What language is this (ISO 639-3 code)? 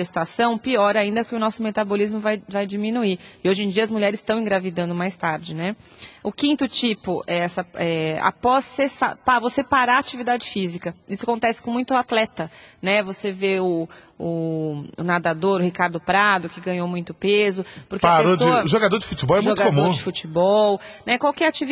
por